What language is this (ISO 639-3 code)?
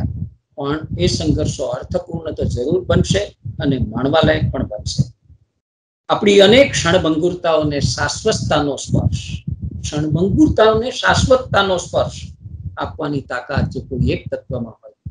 guj